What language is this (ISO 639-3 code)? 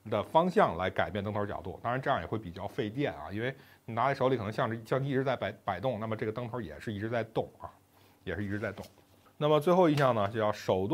zho